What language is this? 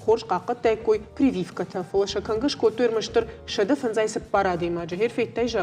Ossetic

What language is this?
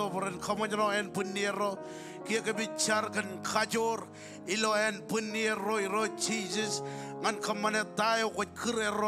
Marshallese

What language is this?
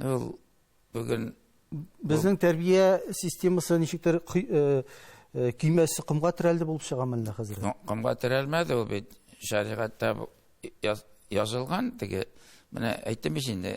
Tatar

